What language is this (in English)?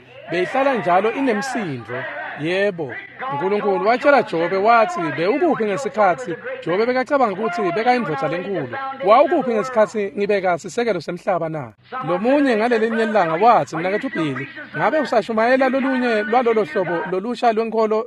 Swati